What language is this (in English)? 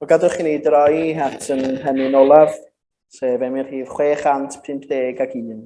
Welsh